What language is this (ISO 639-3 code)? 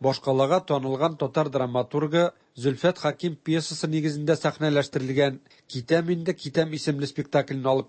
tat